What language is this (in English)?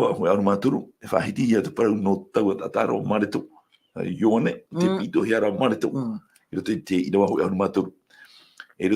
Tahitian